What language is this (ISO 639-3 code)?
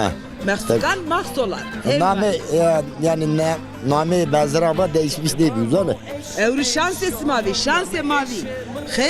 zza